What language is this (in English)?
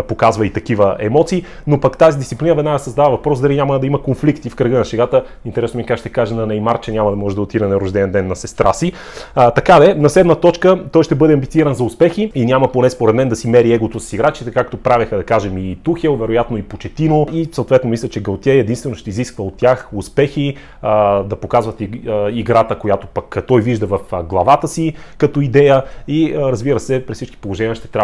Bulgarian